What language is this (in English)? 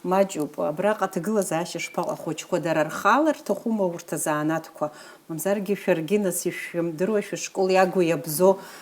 Abkhazian